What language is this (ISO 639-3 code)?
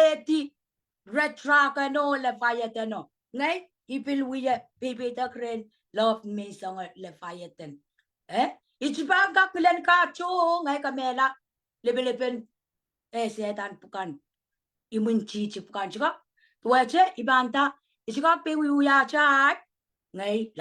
pon